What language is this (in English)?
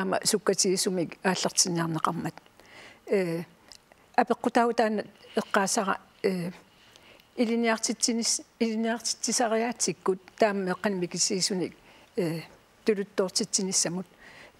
Kalaallisut